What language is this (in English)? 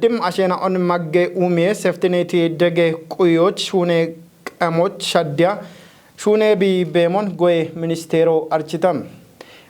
Kafa